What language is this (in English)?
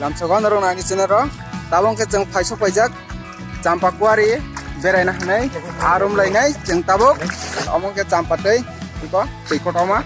Kok Borok